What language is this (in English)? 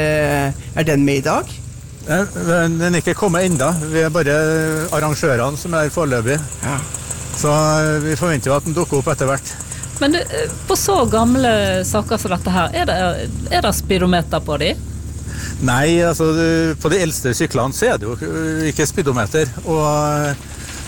Norwegian